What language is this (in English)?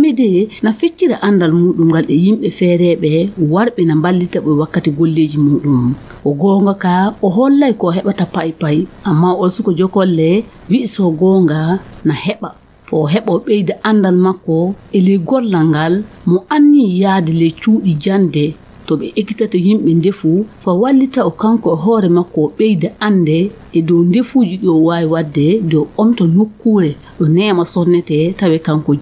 Fula